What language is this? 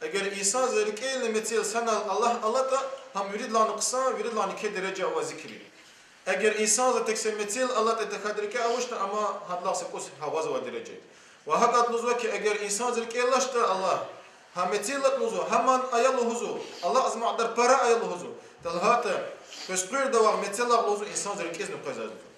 Lezghian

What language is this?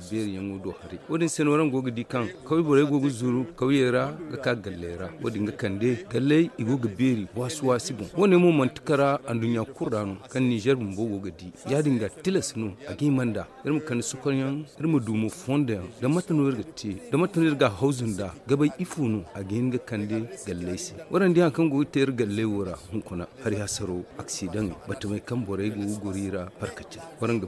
Zarma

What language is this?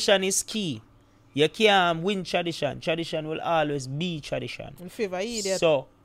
Jamaican Creole English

